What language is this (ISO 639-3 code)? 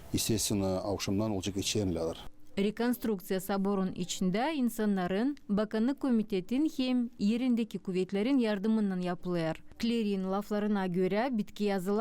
gag